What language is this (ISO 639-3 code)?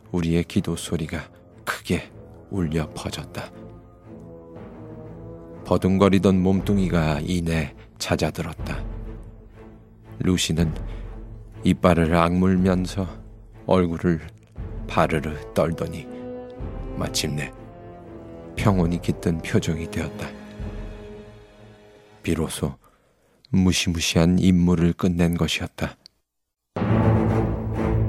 kor